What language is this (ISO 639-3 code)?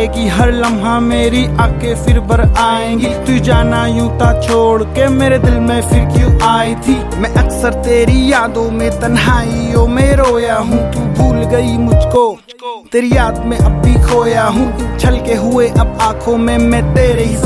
hin